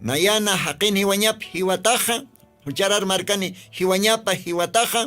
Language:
Aymara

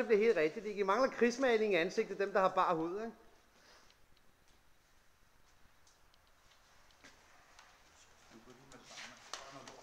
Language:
Danish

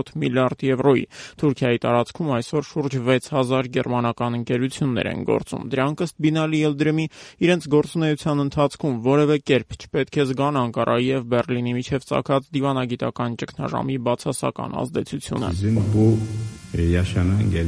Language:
Armenian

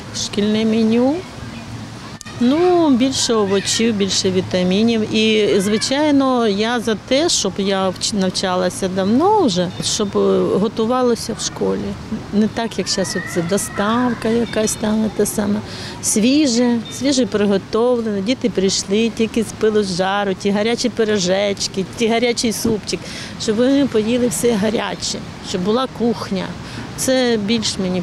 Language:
Ukrainian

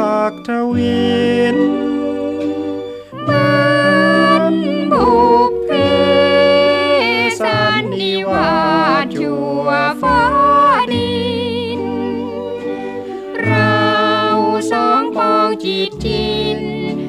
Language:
Thai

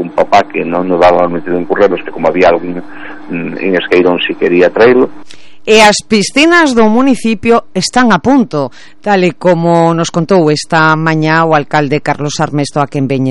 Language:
Galician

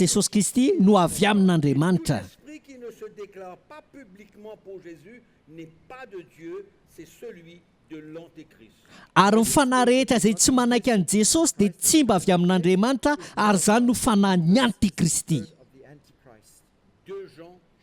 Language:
Malagasy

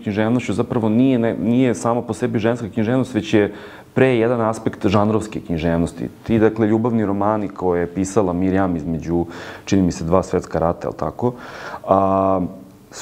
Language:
Serbian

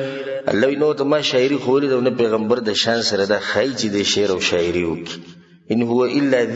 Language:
Pashto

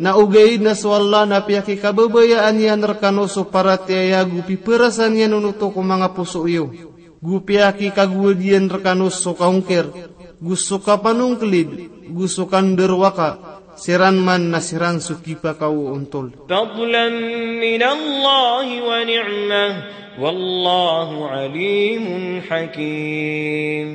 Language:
Maranao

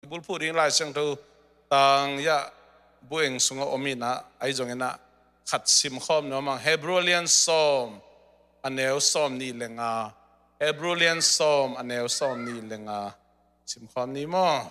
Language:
Tedim Chin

